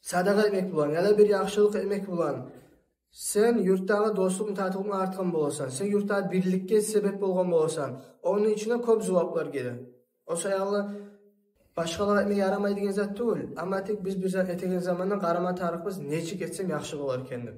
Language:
Kumyk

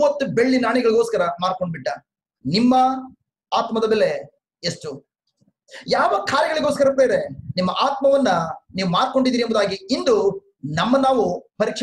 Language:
Kannada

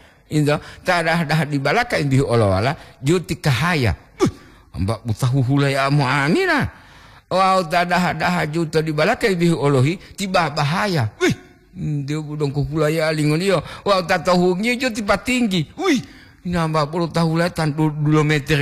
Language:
Gorontalo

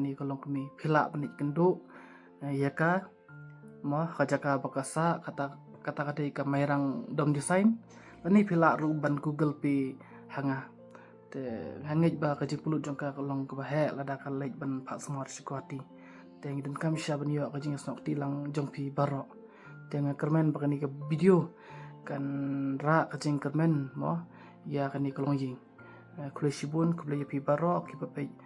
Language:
Khasi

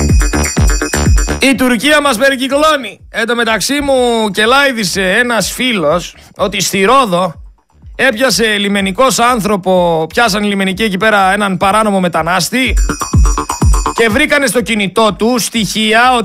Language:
Greek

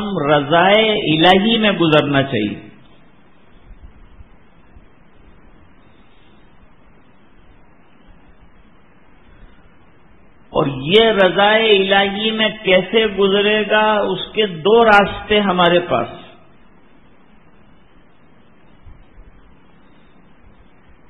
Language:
Urdu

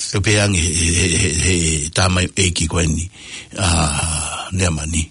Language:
Tongan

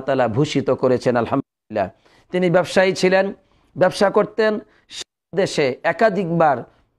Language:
Bangla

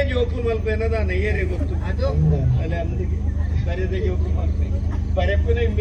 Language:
Tulu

